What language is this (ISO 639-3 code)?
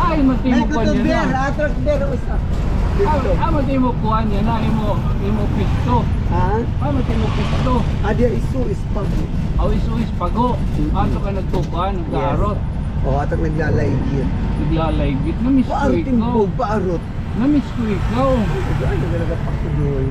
war